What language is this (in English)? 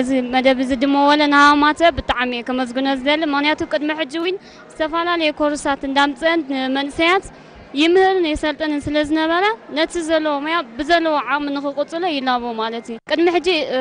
Tigrinya